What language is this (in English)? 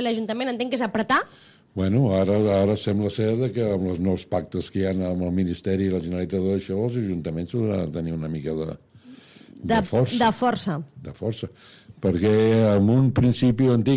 Catalan